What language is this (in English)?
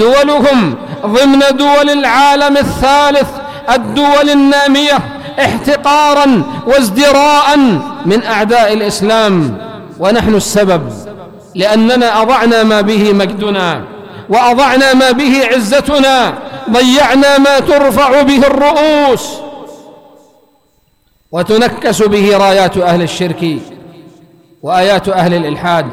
Arabic